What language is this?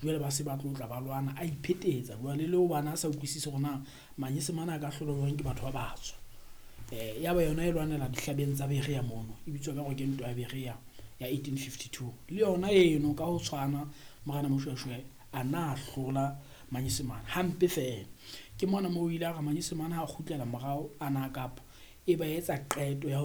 Southern Sotho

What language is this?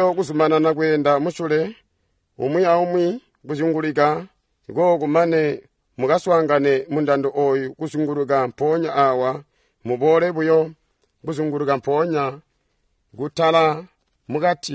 Tonga (Zambia)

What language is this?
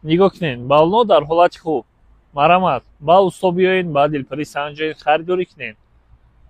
Tajik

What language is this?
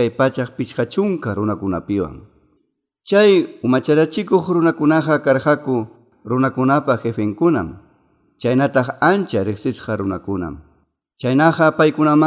Ayacucho Quechua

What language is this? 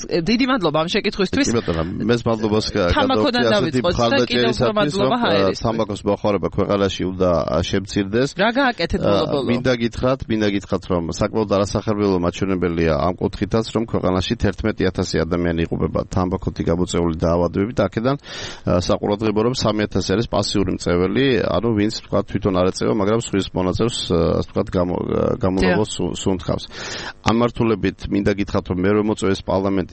Georgian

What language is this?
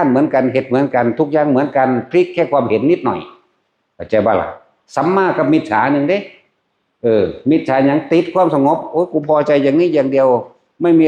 Northeastern Thai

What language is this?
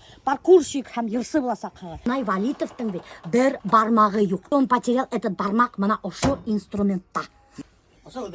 Bashkir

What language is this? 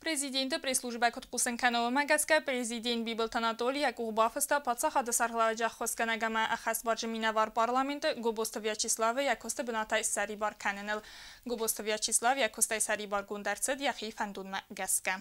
Ossetic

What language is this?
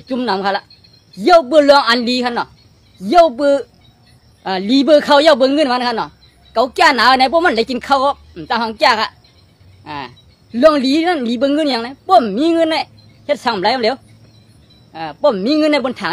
Shan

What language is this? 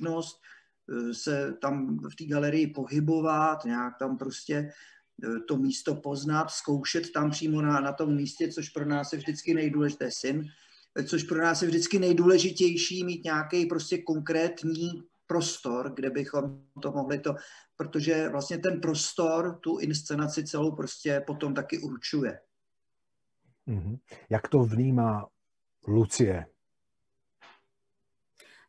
Czech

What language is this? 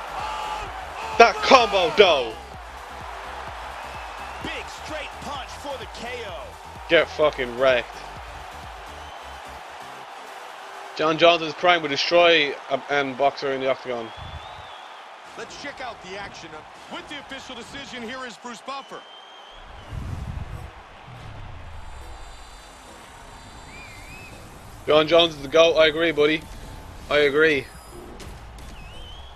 English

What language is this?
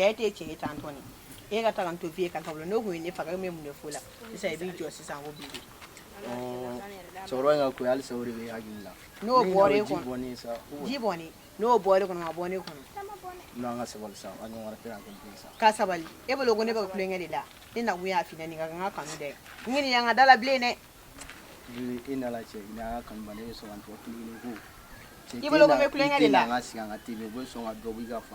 Bambara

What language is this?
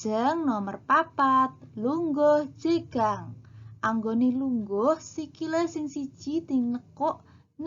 Javanese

